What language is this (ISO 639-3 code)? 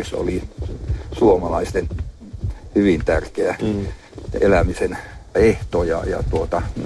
fin